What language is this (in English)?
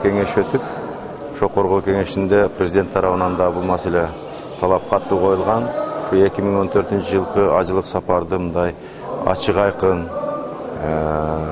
Kyrgyz